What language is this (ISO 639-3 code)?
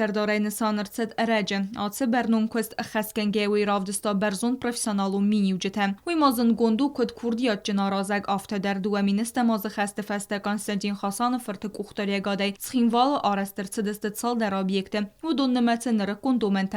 oss